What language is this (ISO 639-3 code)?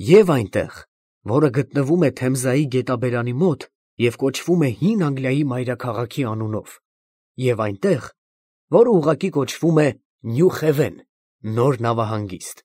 hye